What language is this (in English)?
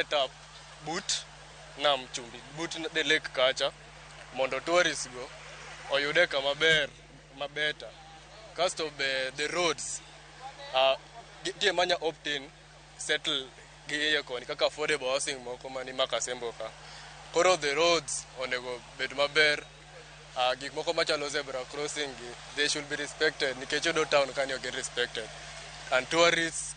Luo (Kenya and Tanzania)